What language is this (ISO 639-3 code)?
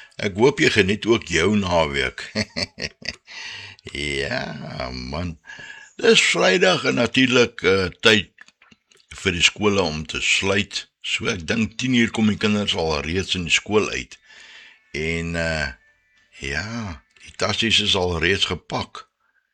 afr